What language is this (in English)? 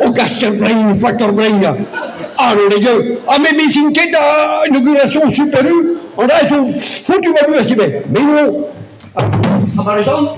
Breton